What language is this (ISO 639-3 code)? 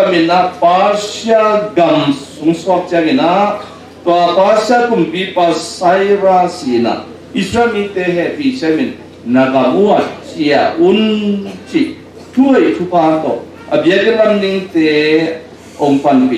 ctd